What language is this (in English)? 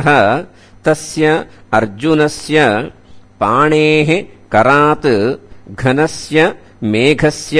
Sanskrit